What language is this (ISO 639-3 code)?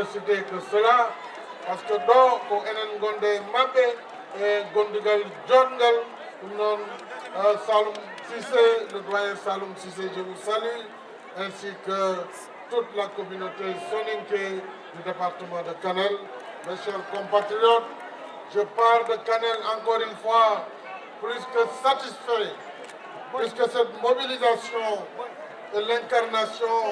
ful